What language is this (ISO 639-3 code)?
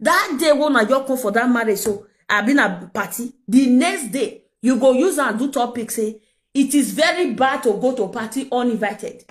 pcm